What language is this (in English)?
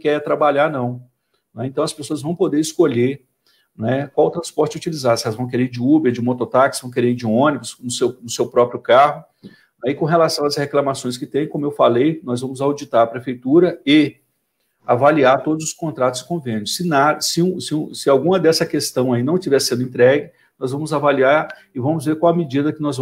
Portuguese